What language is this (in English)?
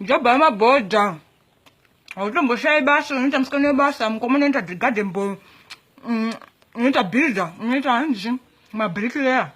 Shona